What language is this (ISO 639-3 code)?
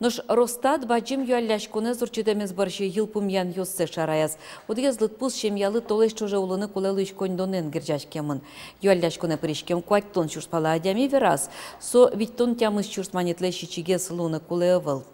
udm